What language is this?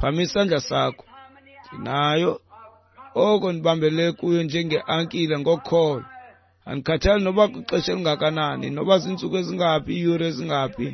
Xhosa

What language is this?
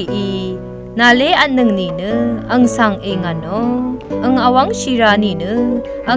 Rawang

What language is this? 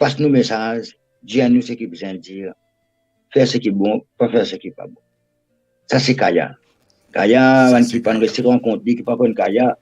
Morisyen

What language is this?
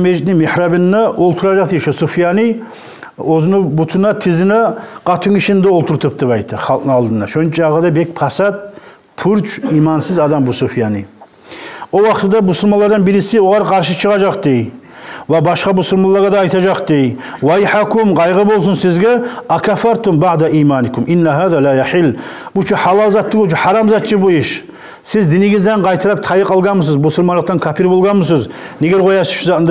Kumyk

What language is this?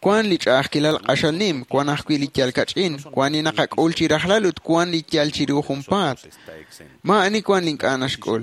Kekchí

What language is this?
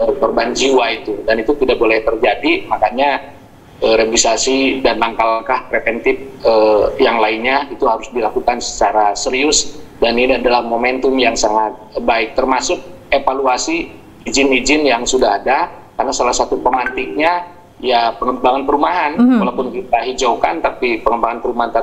Indonesian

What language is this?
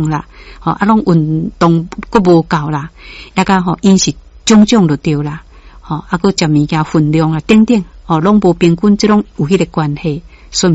Min Nan Chinese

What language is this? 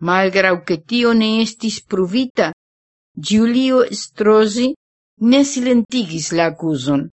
Esperanto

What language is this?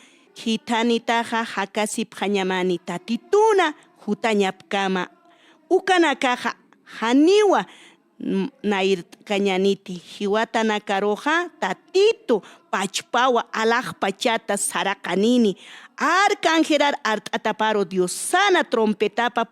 Aymara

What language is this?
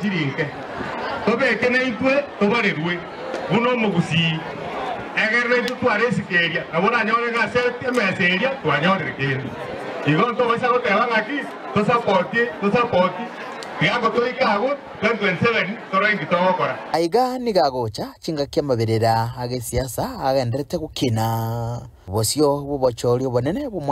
Gusii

